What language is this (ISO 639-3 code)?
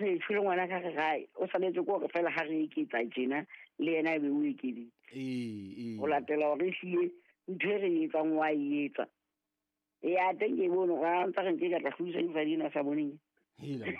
sot